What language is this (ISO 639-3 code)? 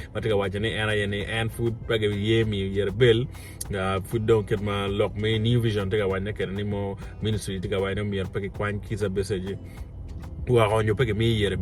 ach